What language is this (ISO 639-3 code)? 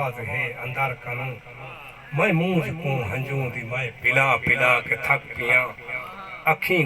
skr